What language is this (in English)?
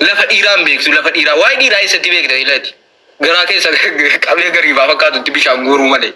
Oromo